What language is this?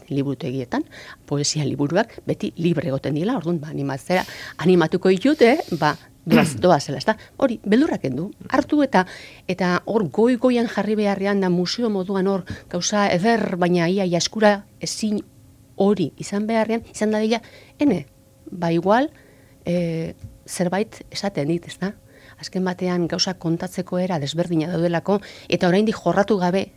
Basque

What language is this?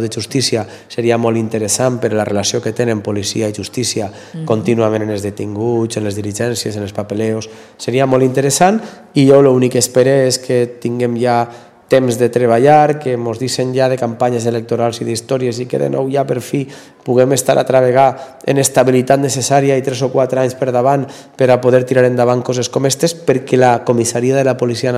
Catalan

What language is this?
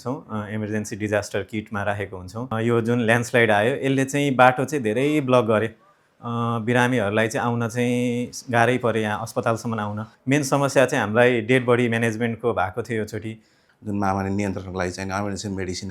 Nepali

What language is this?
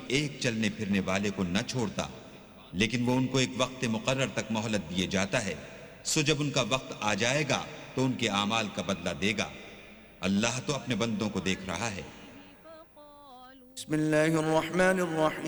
Urdu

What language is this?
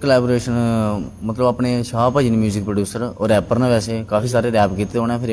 Dogri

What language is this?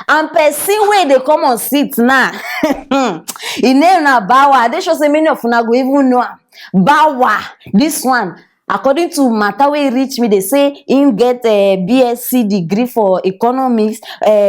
Nigerian Pidgin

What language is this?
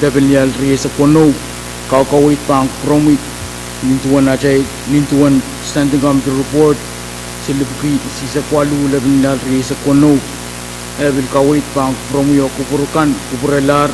Pohnpeian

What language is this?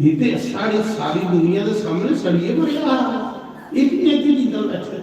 Dogri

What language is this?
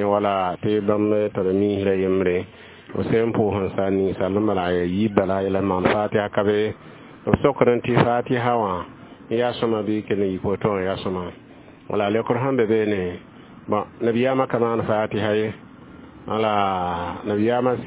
Mossi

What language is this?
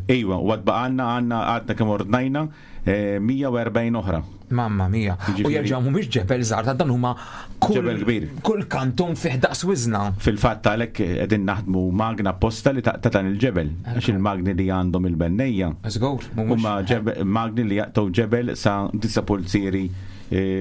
Maltese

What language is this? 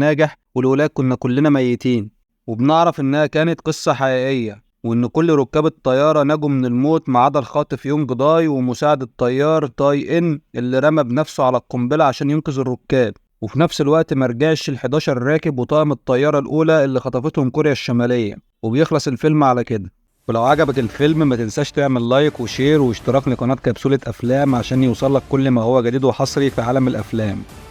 Egyptian Arabic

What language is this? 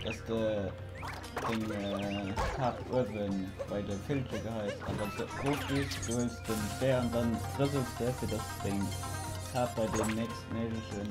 Luxembourgish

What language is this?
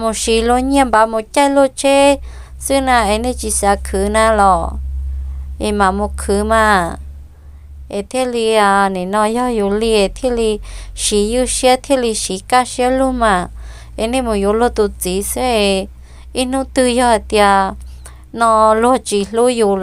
Hmong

